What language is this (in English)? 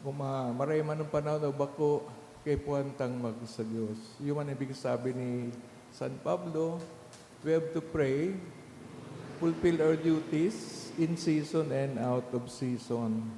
Bikol